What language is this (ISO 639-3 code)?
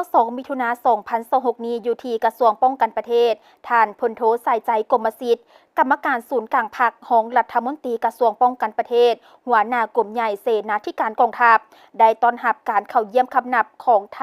lao